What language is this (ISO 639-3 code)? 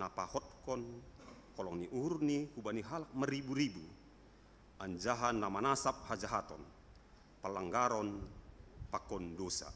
bts